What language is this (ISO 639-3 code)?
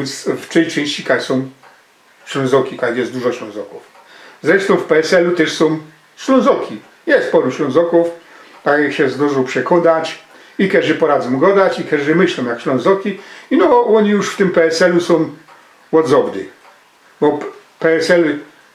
szl